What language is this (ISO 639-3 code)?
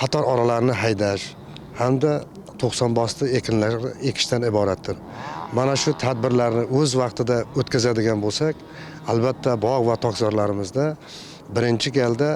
uzb